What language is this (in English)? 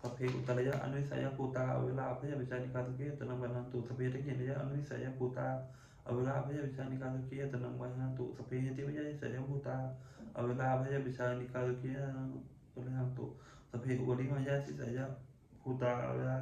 Pali